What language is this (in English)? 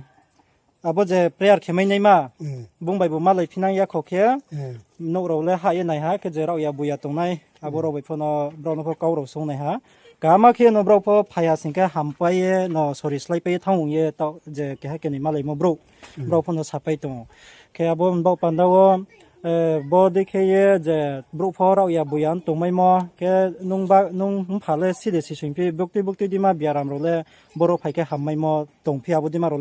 Riang (India)